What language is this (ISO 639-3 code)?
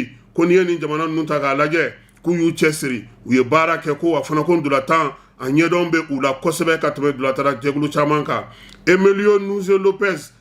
bam